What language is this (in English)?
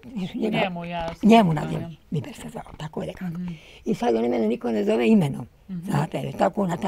Bosnian